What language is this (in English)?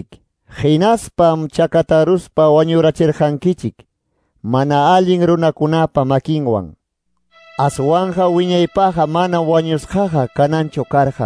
Quechua